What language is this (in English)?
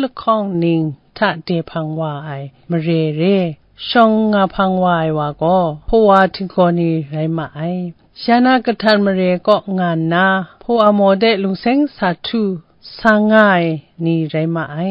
Kachin